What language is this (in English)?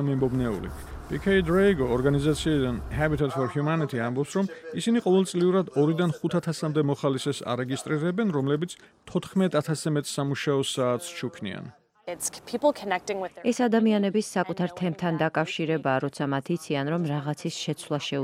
Georgian